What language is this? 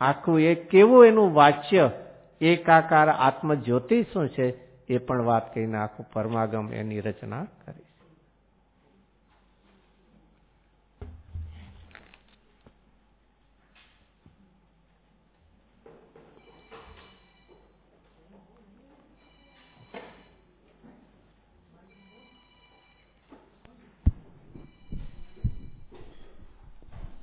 Gujarati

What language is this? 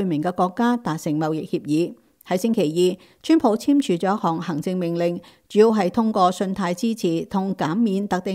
Cantonese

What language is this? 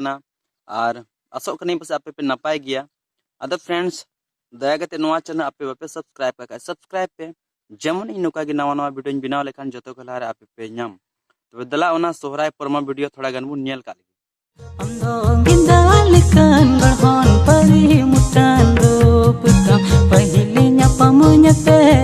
Santali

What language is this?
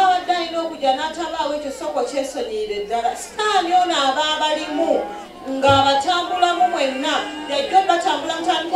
Ganda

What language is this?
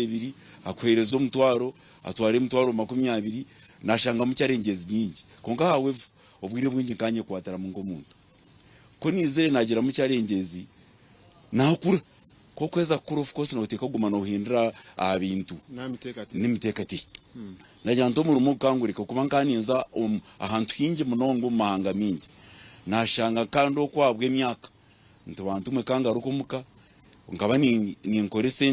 Nyankole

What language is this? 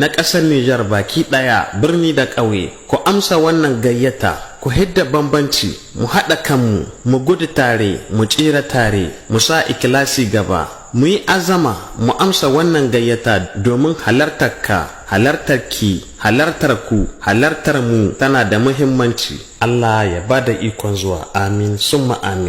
Hausa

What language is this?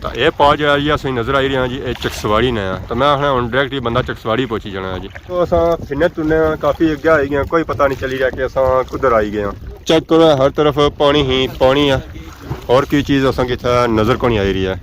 Pahari-Potwari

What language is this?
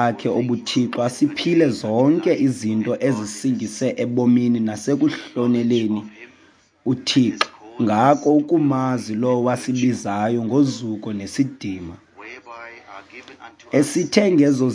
Xhosa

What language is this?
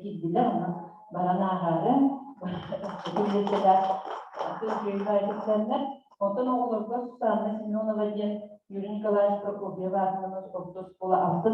Yakut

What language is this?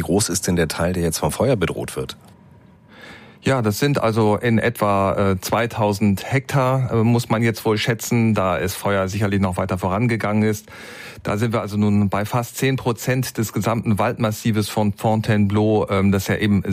German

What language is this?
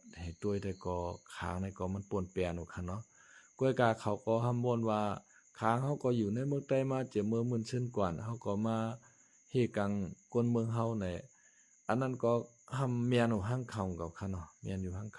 Shan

